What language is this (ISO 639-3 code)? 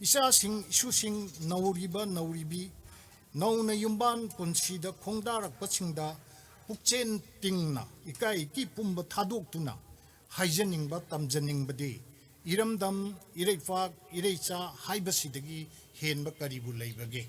mni